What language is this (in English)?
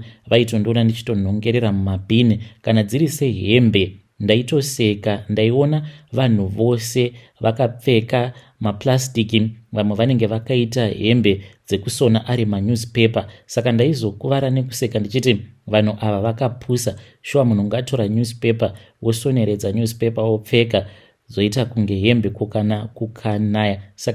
Shona